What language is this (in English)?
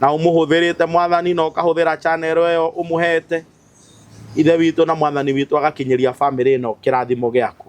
Kikuyu